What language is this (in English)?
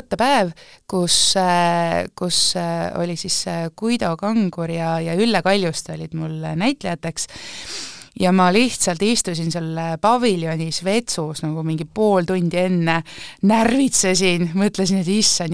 Estonian